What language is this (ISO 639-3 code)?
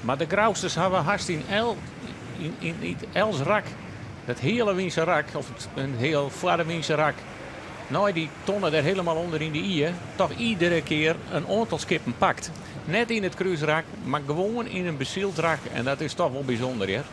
fry